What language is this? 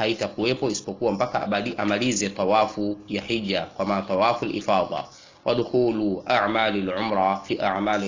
Swahili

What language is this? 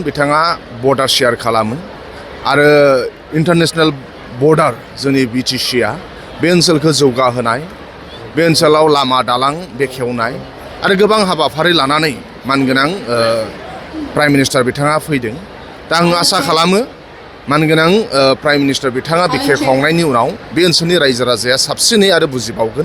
Bodo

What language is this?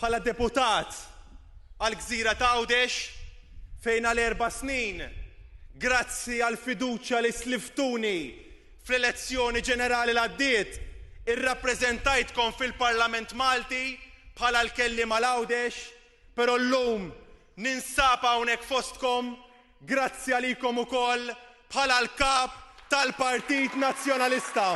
Maltese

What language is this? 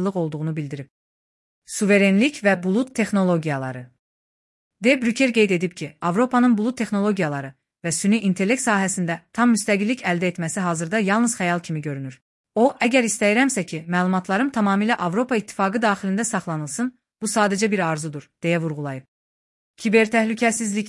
Azerbaijani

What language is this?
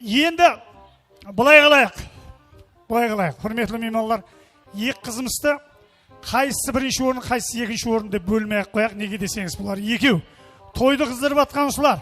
Kara-Kalpak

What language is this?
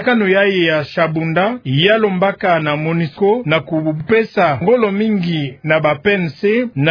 Kituba (Democratic Republic of Congo)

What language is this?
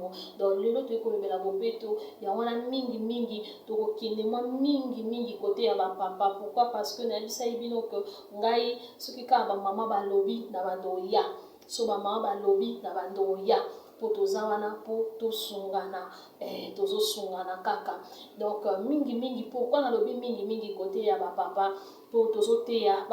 Lingala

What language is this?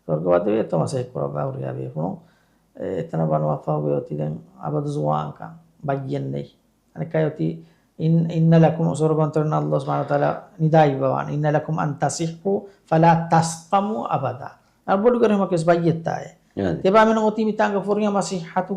Divehi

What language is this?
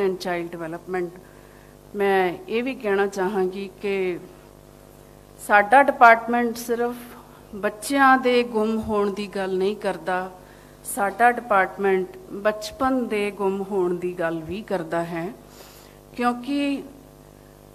Punjabi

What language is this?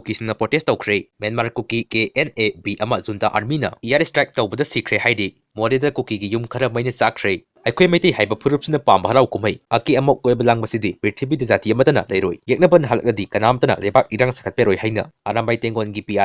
Manipuri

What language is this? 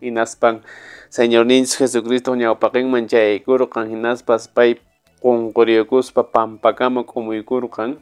Quechua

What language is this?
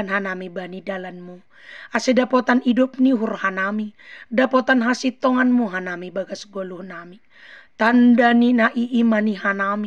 Batak Simalungun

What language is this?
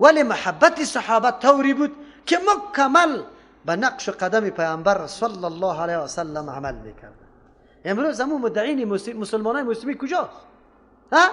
Persian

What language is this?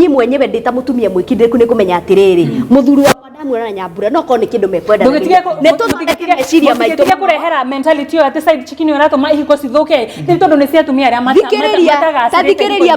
Kikuyu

